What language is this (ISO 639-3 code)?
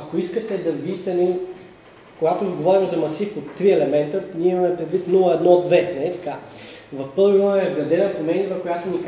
bul